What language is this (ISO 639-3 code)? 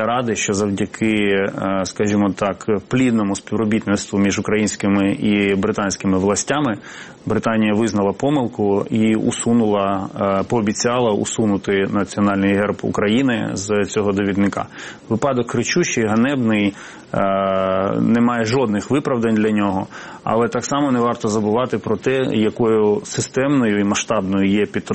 ukr